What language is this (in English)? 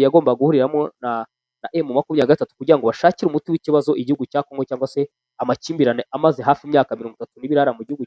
Kinyarwanda